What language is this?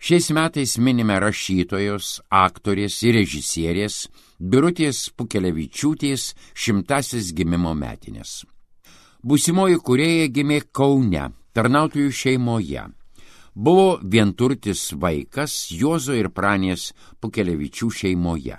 Lithuanian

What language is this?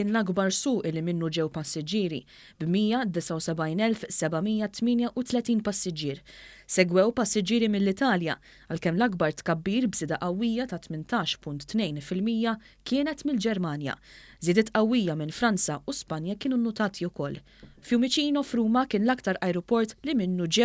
Maltese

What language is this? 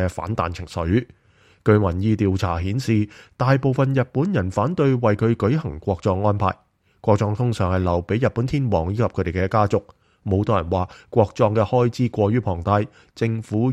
Cantonese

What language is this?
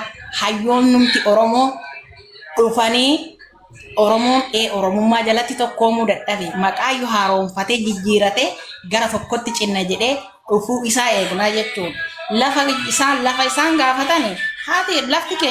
Oromo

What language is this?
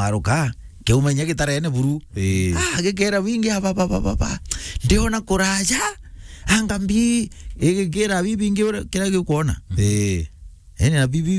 Meru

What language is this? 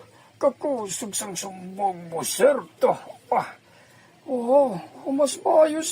Hiligaynon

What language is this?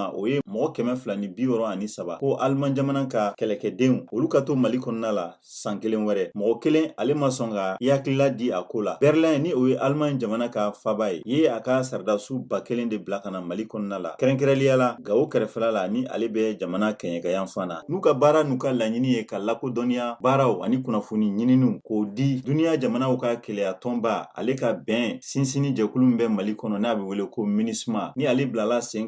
Bambara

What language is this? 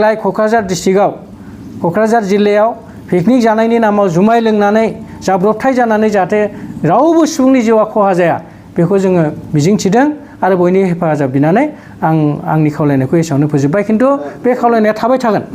Bodo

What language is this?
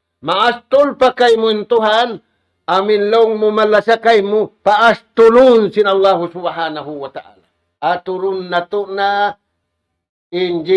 Tausug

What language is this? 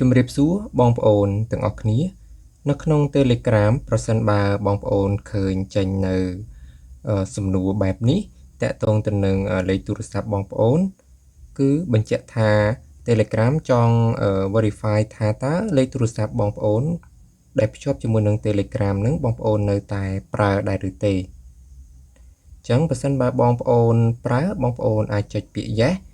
Khmer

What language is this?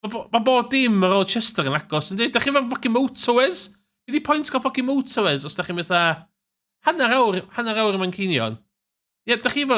Welsh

